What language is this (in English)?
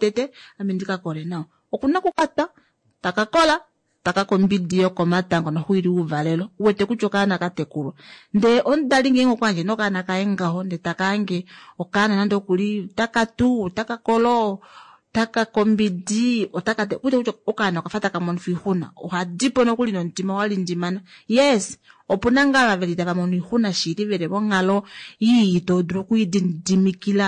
Kuanyama